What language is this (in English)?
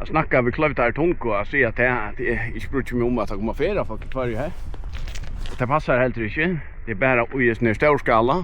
Faroese